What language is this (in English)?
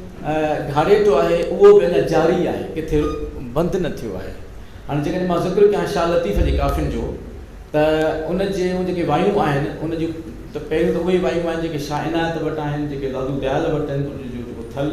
Sindhi